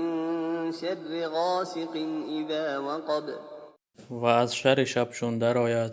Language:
Tajik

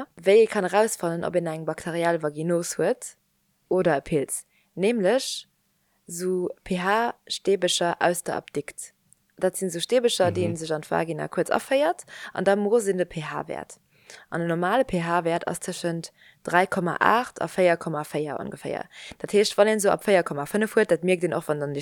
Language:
Luxembourgish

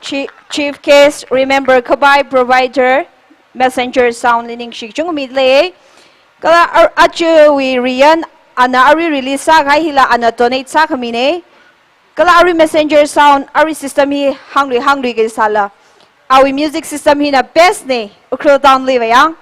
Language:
Tangkhul Naga (India)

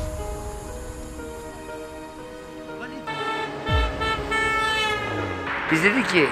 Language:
Turkish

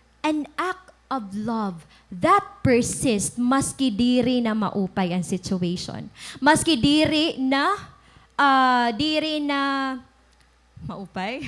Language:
Waray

